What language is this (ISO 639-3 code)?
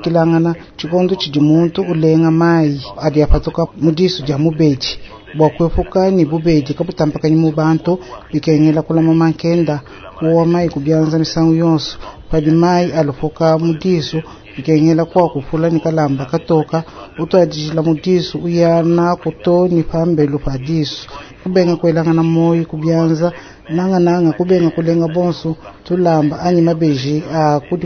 lua